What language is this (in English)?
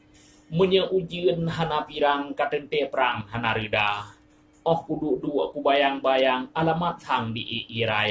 Achinese